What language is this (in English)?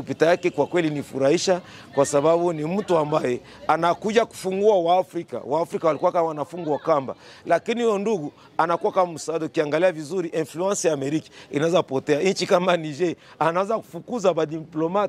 Swahili